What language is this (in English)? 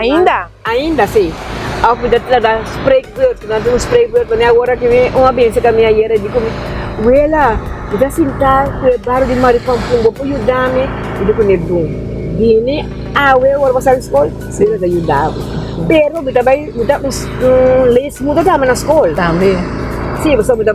Papiamento